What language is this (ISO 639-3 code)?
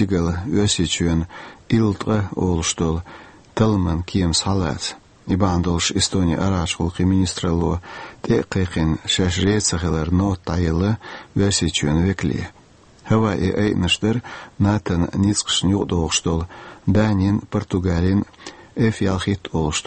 che